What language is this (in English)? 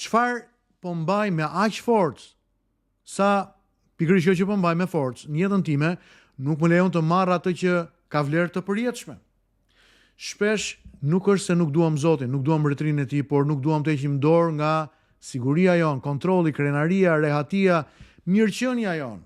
Albanian